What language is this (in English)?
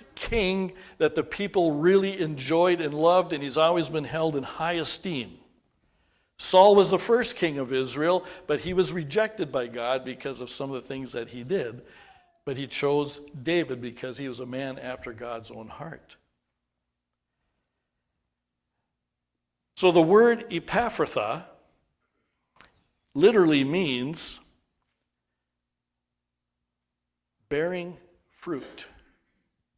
English